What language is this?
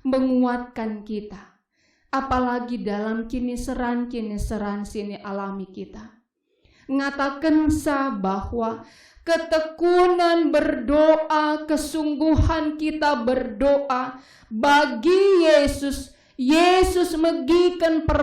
Batak Karo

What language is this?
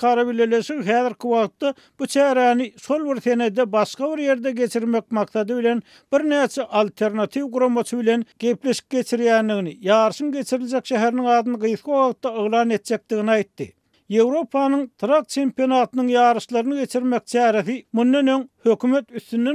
Turkmen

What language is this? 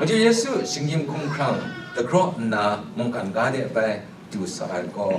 Kachin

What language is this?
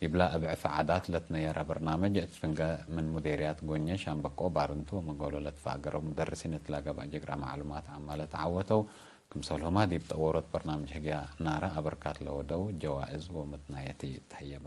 Tigre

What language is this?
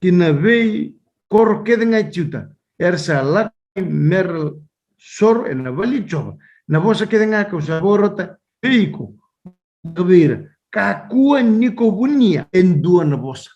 Fijian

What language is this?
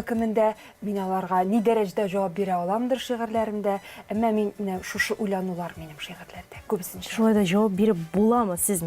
Tatar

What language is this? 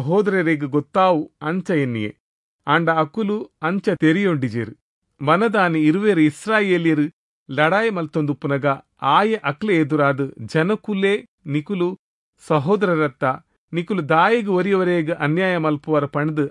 Tulu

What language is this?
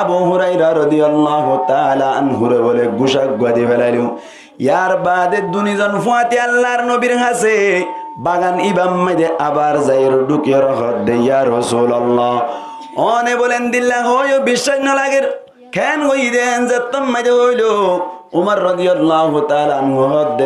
Rohingya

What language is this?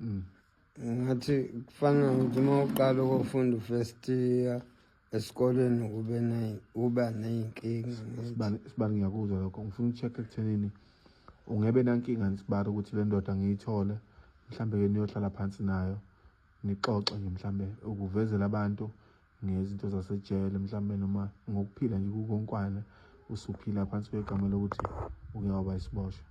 Zulu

